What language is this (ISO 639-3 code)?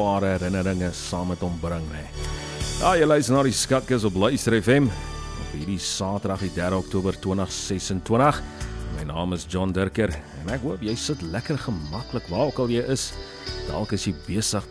afr